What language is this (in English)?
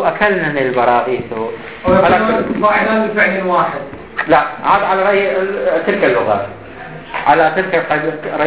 Arabic